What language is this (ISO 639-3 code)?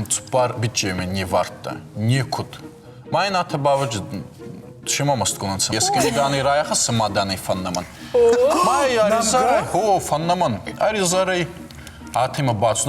oss